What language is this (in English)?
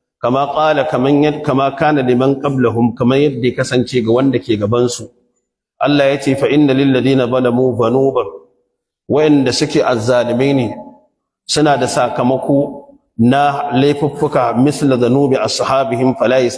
Hausa